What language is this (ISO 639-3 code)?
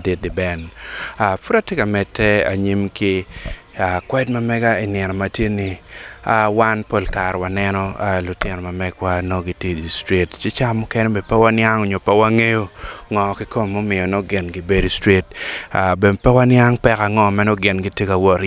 ach